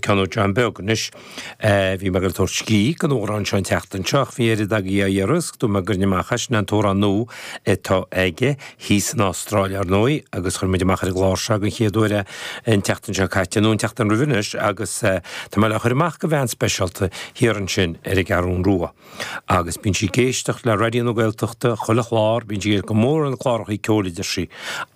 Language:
Irish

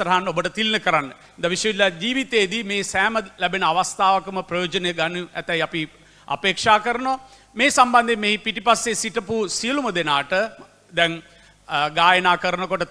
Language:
Sinhala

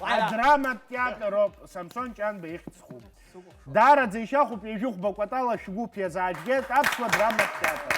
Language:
Abkhazian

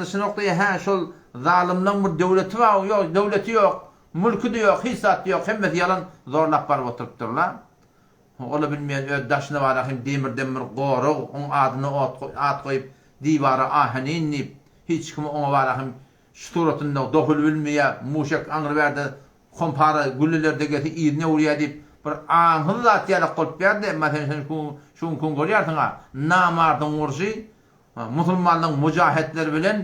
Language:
Turkmen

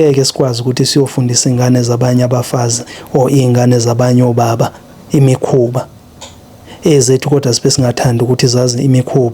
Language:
Zulu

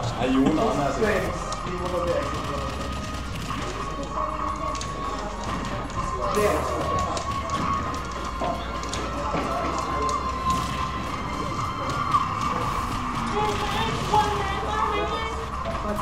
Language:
Norwegian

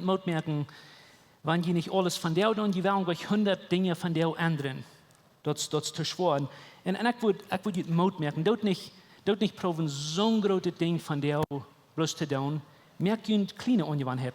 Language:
Plautdietsch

